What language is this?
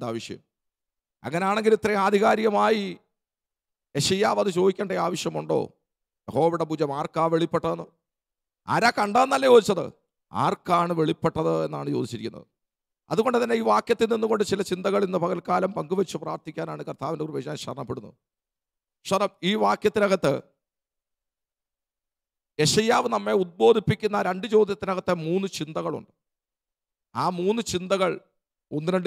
Malayalam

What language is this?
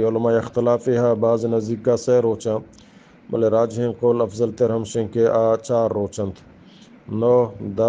Eastern Balochi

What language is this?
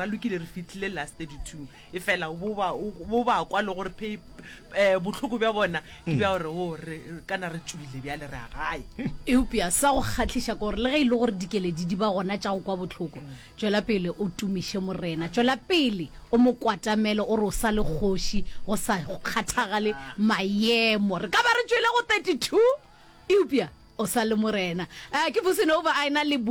Northern Sotho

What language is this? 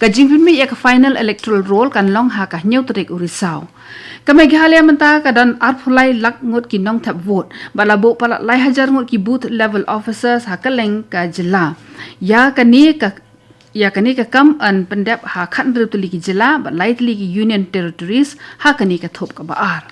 Khasi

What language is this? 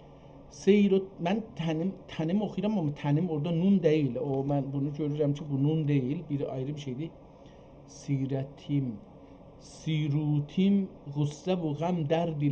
South Azerbaijani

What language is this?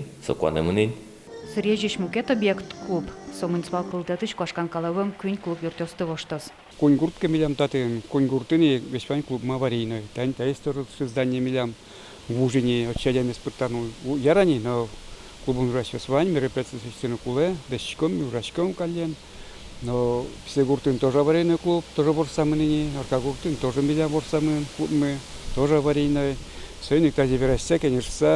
Udmurt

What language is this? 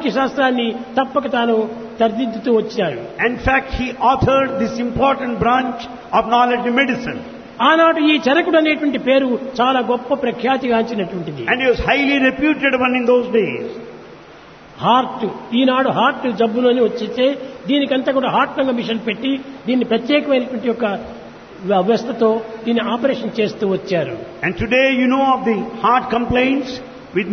Telugu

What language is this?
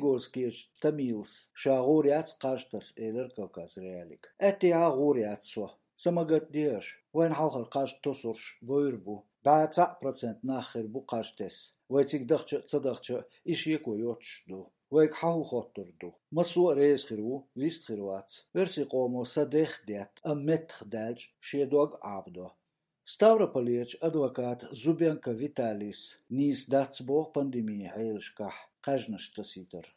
Chechen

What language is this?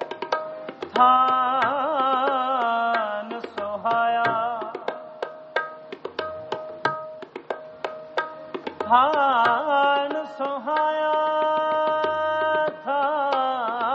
Punjabi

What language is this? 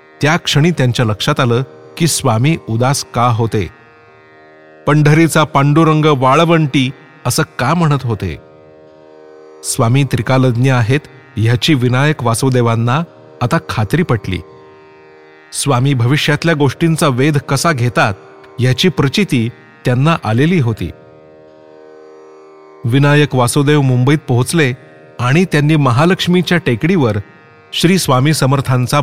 Marathi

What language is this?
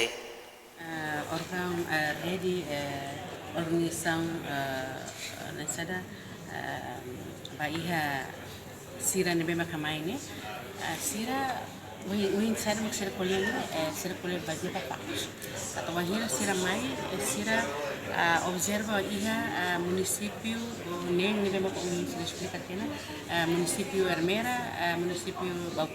Tetum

